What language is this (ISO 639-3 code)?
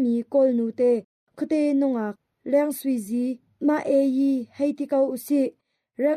cnh